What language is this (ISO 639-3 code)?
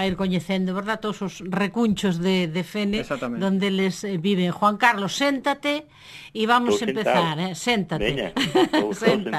glg